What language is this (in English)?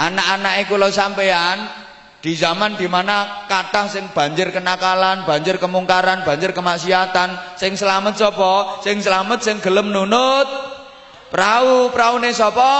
Javanese